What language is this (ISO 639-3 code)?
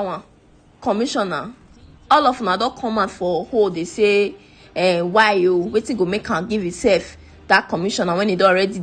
pcm